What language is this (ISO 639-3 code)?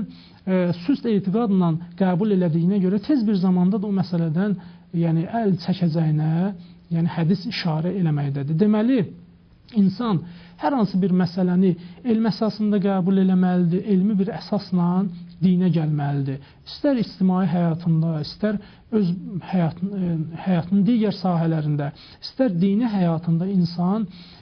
aze